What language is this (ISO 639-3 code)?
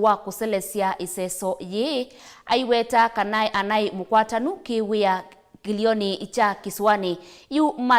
kam